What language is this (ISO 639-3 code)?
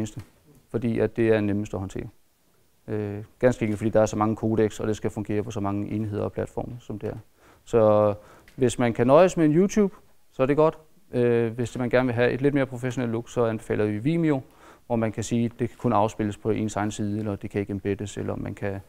dan